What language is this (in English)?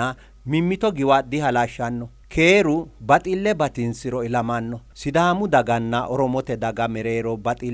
Sidamo